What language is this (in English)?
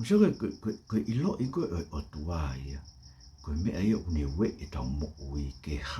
Tongan